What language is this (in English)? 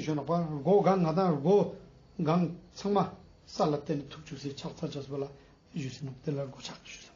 Ladakhi